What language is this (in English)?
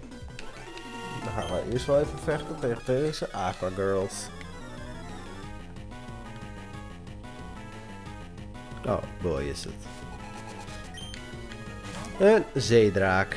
Dutch